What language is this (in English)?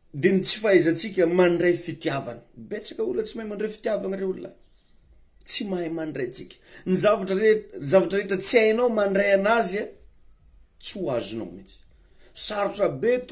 Malagasy